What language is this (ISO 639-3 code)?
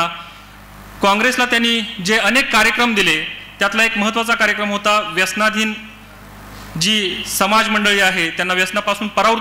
mar